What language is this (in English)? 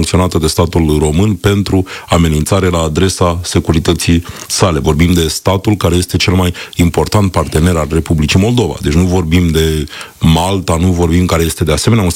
Romanian